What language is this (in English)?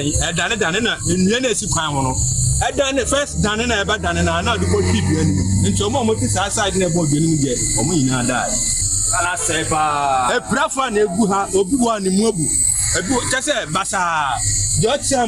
Akan